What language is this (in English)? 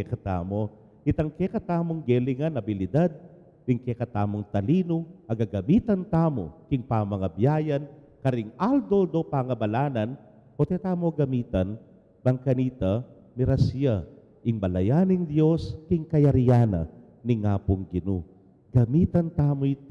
Pampanga